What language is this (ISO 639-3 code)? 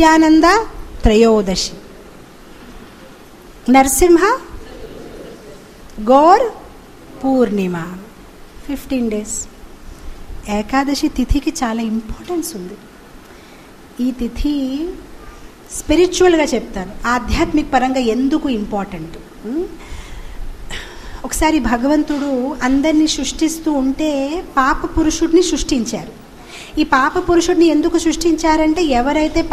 tel